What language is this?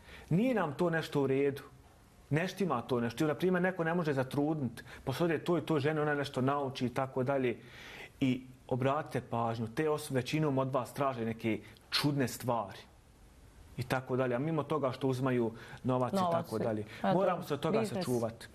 Bosnian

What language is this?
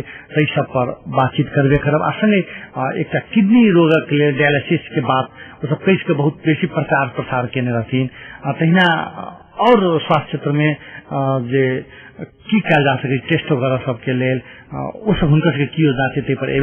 Maithili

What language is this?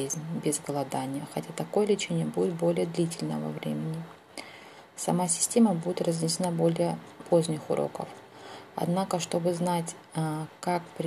Russian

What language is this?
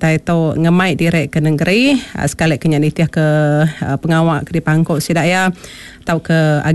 Iban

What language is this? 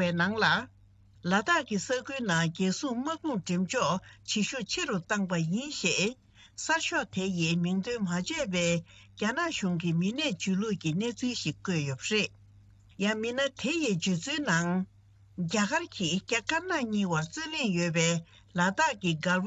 Tibetan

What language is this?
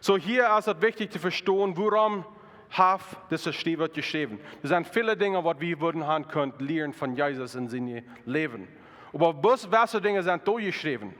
Plautdietsch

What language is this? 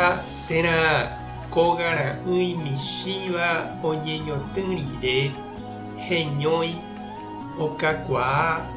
Guarani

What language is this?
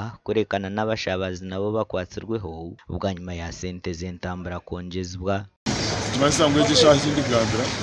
Nyankole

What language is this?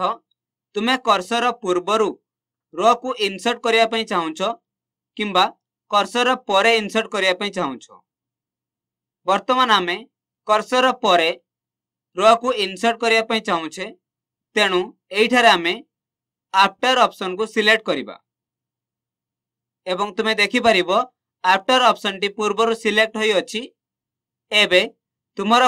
Odia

